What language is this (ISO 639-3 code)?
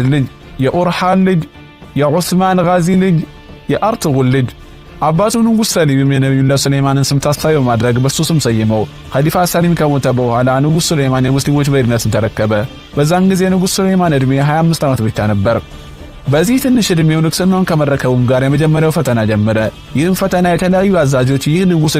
amh